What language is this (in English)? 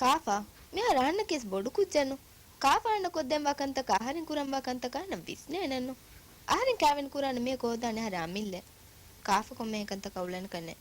Divehi